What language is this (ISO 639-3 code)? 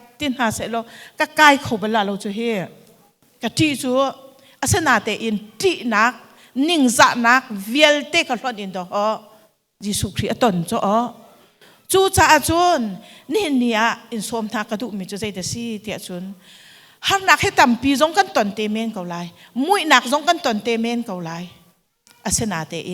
cnh